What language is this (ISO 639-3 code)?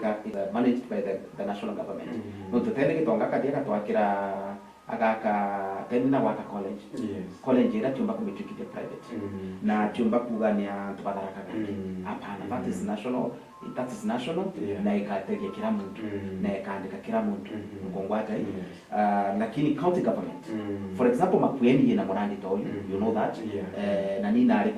mer